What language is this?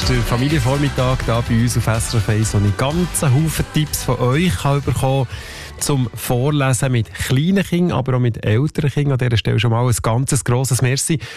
German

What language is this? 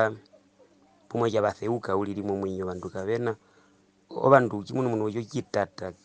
Herero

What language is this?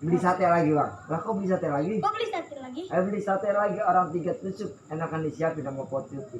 Betawi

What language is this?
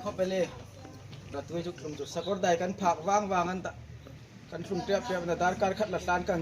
Hmar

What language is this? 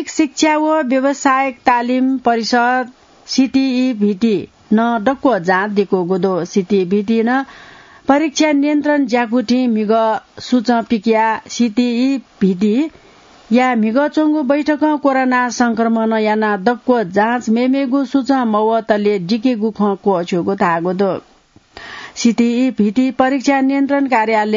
Newari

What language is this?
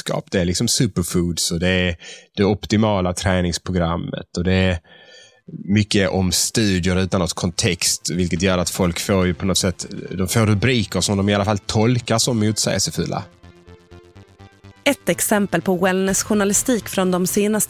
Swedish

